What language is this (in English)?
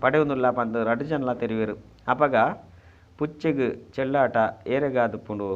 Tulu